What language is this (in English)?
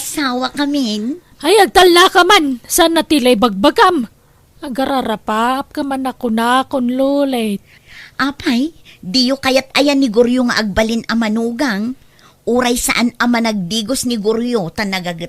Iloko